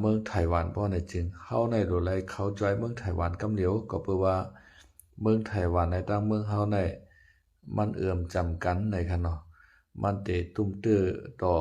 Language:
Lao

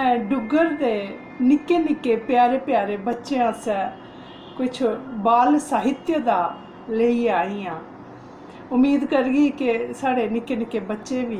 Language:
Dogri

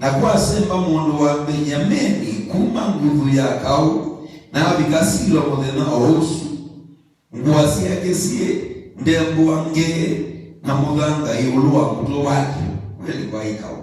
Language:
Kamba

